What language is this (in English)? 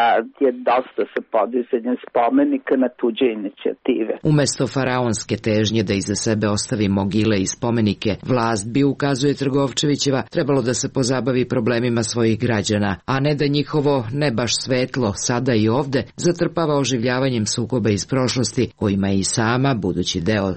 Serbian